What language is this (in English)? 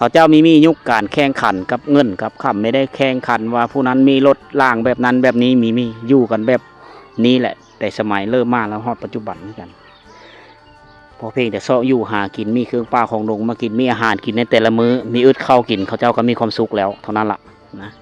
Lao